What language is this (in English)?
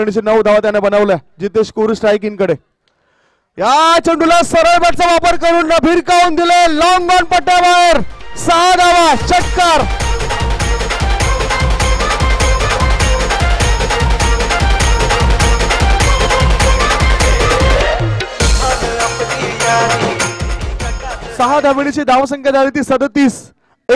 Marathi